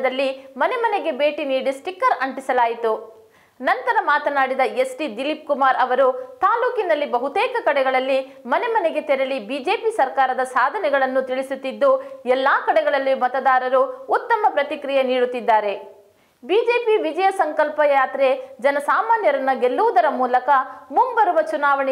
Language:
Kannada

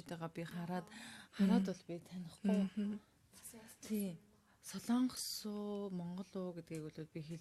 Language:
Mongolian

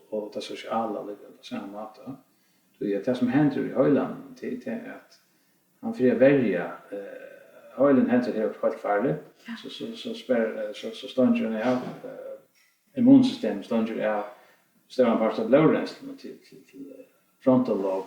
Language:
Faroese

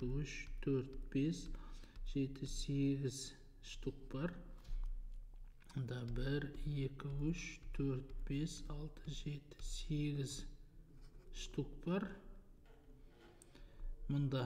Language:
Kazakh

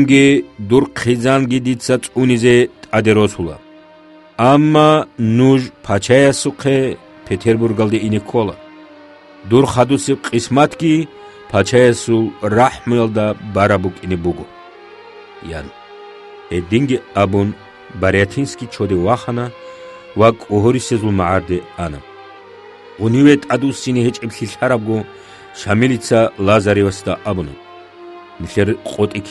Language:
Avaric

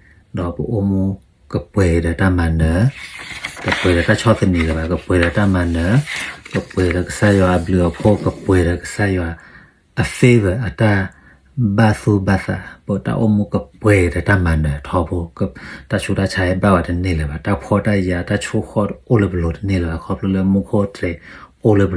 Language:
S'gaw Karen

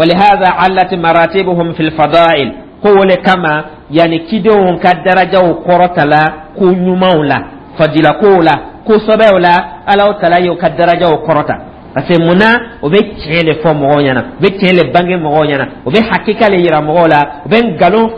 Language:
Dyula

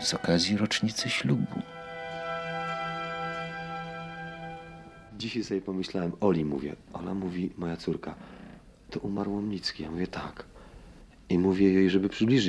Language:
Polish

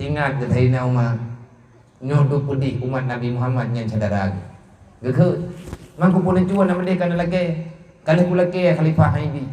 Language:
Achinese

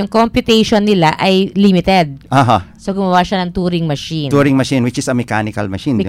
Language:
Filipino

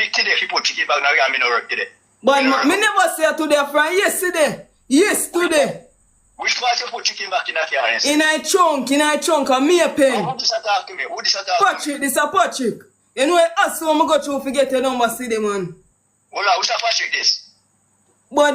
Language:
Jamaican Creole English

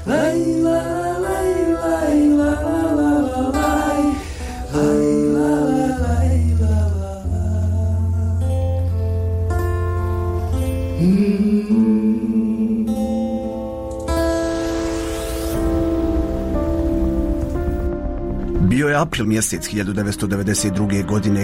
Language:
Bosnian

